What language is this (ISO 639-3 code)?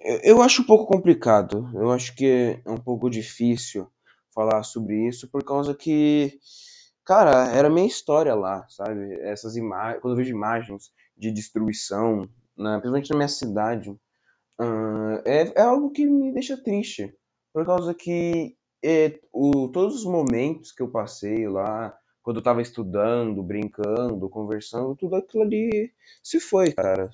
por